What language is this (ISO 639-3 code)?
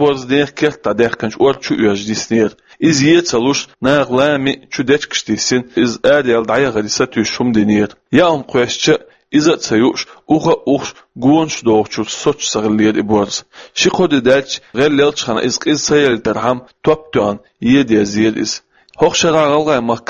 che